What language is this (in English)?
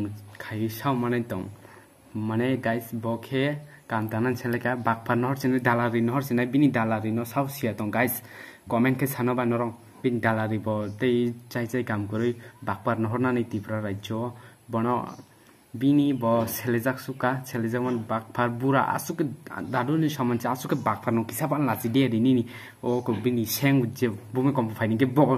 Kok Borok